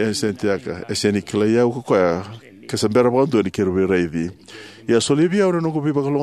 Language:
Fijian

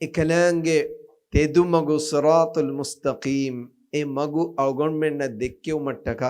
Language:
Divehi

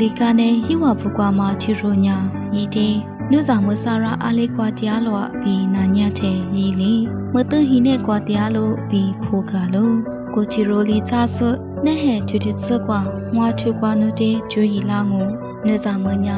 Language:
Lisu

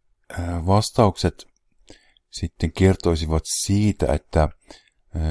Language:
Finnish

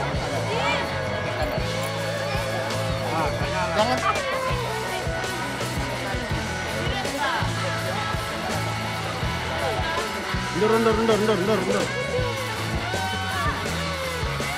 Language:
Indonesian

